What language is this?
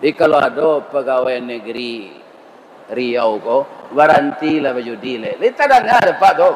Minangkabau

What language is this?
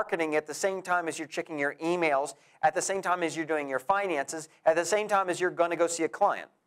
English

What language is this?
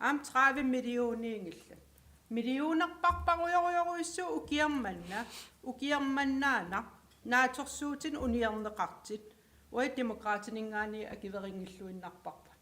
Kalaallisut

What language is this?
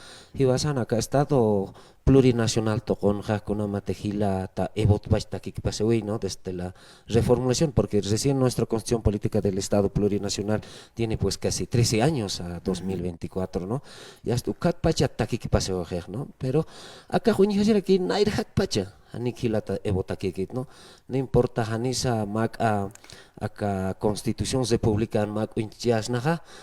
Aymara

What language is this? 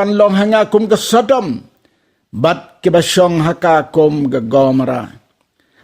Khasi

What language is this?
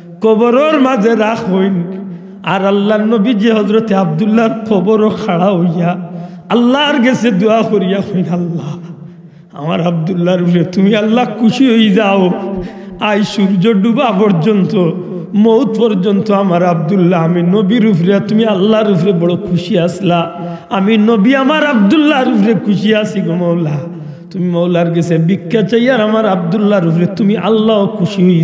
Sylheti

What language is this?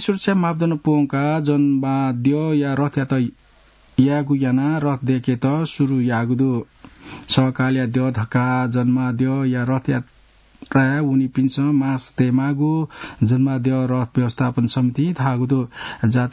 Newari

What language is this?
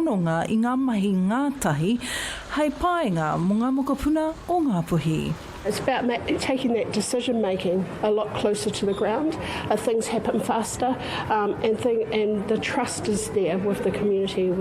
Māori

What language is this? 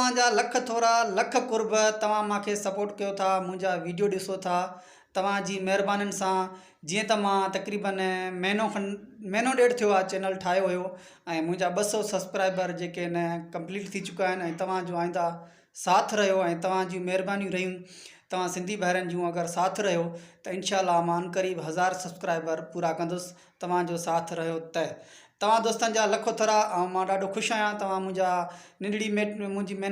Sindhi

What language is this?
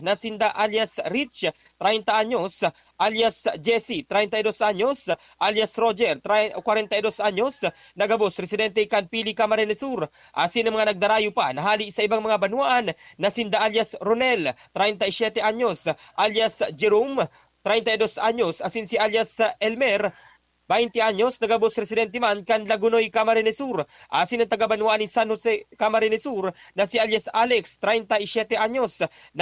Bikol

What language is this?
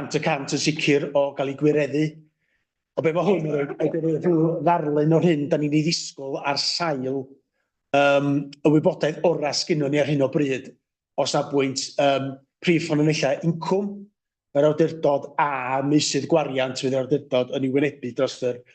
Welsh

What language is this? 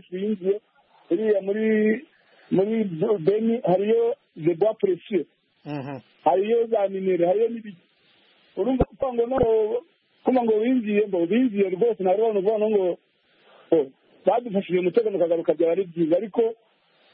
Kinyarwanda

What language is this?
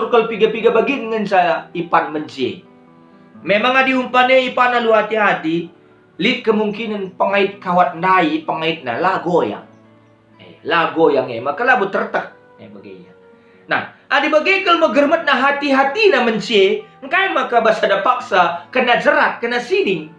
Batak Karo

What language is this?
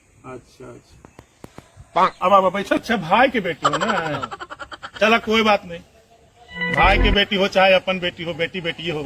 Magahi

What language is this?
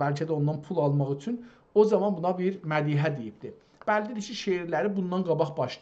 South Azerbaijani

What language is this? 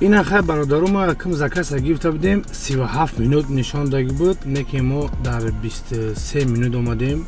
Tajik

